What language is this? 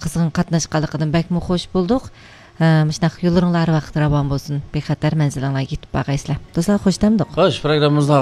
Uyghur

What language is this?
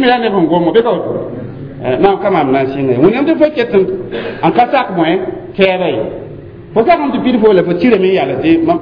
Mossi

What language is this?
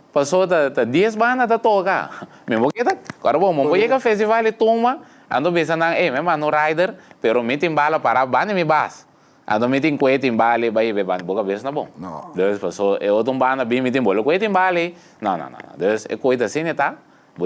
Papiamento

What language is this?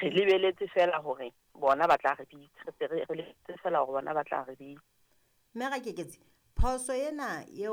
Southern Sotho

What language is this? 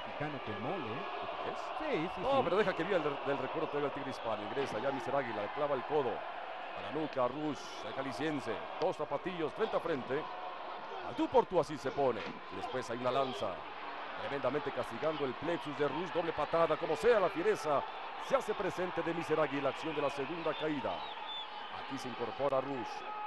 Spanish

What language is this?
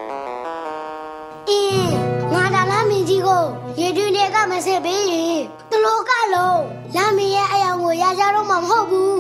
Burmese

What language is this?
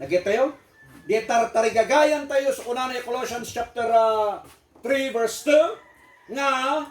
Iloko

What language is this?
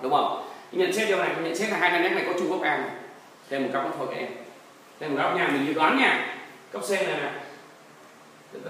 Vietnamese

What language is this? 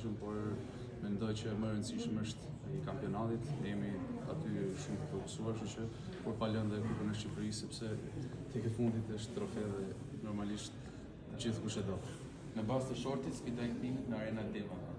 Albanian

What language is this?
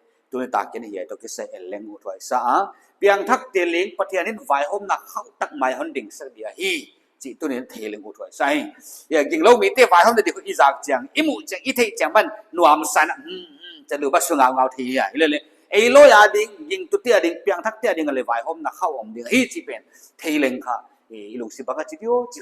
Paite Chin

